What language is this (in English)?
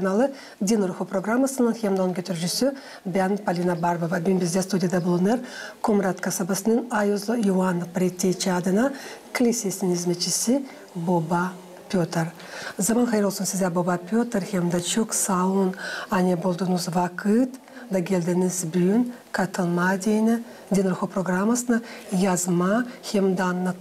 Gagauz